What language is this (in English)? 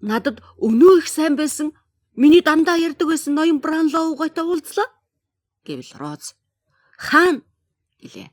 Mongolian